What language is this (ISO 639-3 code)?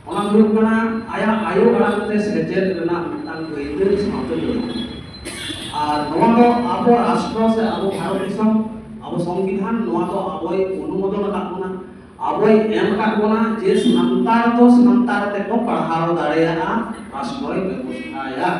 sat